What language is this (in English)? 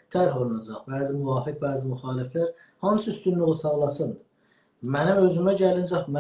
South Azerbaijani